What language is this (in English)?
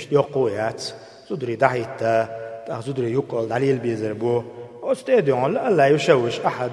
Chechen